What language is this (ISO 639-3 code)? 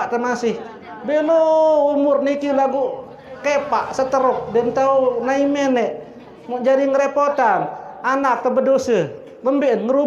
sas